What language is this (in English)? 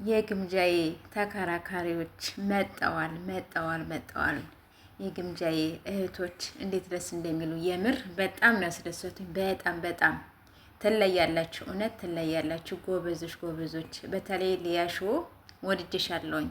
Amharic